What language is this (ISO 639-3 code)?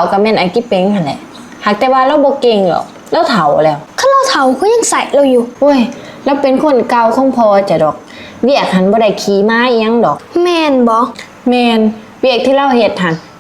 lao